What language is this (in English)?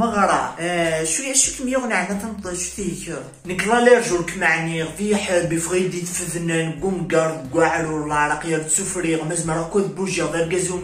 Kabyle